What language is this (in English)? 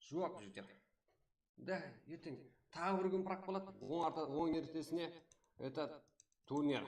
Kara-Kalpak